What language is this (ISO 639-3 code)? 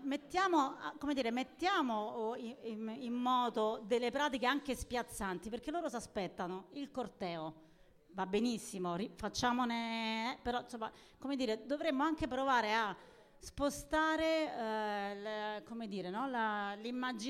ita